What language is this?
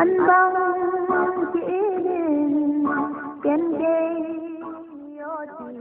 Paite Chin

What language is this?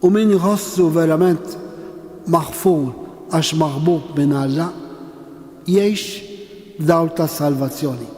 Maltese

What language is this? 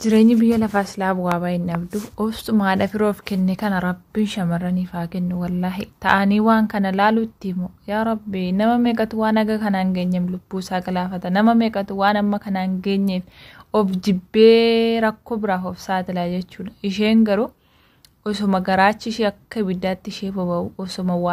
Oromo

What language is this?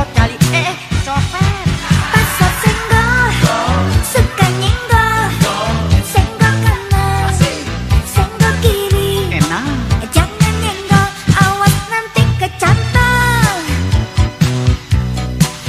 Indonesian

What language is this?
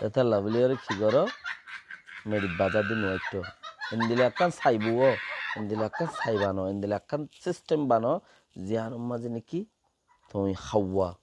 Rohingya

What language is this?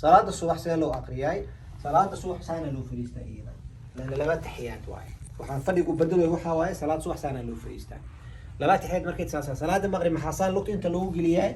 Somali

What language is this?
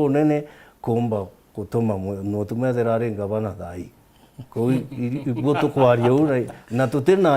Meru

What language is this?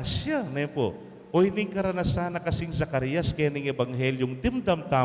Pampanga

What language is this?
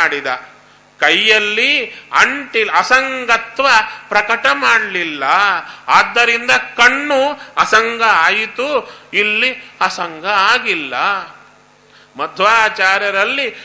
Kannada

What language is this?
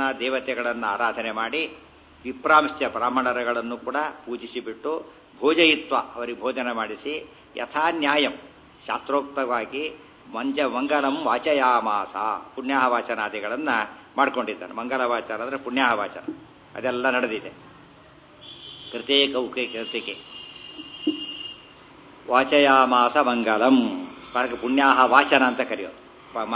Kannada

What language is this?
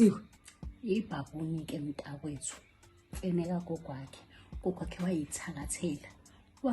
Zulu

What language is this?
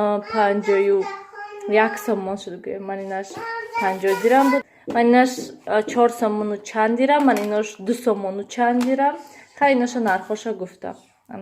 Tajik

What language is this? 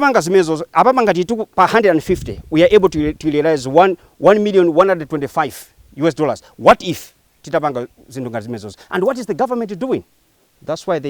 Nyanja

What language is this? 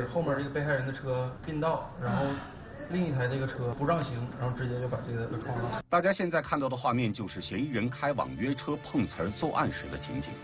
Chinese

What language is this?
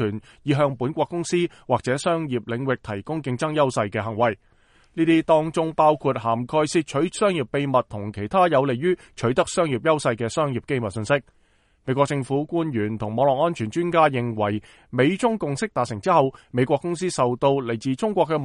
Cantonese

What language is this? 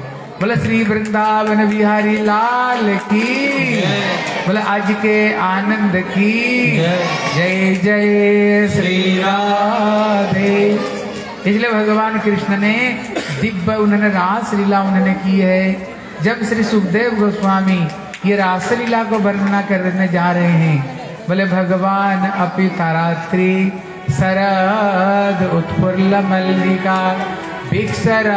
Hindi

